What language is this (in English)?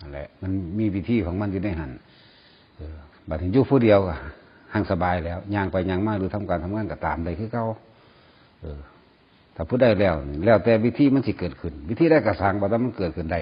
Northeastern Thai